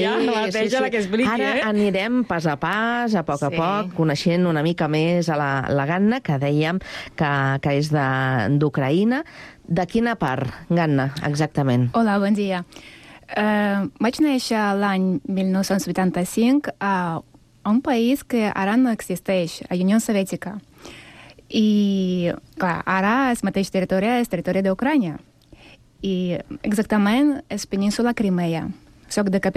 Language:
Catalan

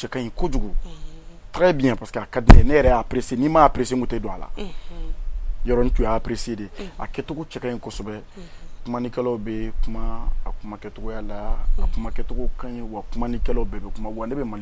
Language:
Bambara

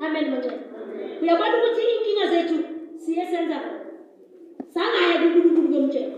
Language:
Zulu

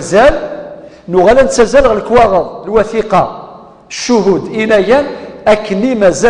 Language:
Kabyle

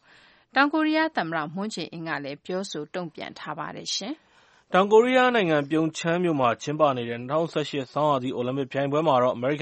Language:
Burmese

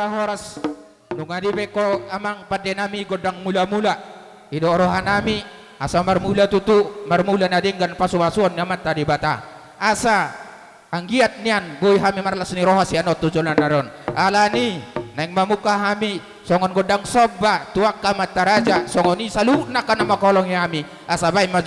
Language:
Batak Toba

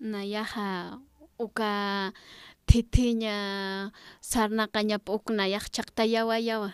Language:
Aymara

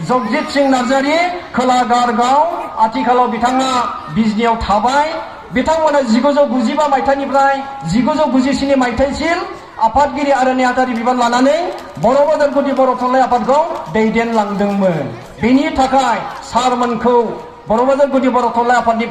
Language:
Bodo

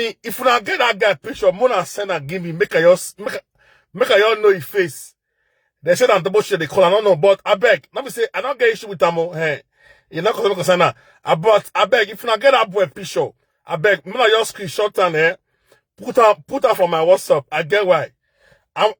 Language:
Nigerian Pidgin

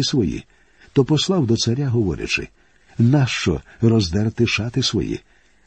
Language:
Ukrainian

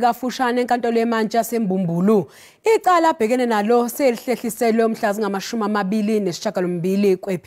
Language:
Zulu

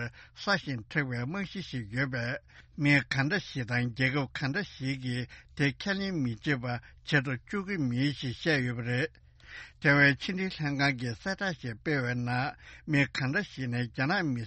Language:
Tibetan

